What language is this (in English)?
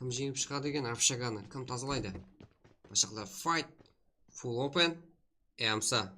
Kara-Kalpak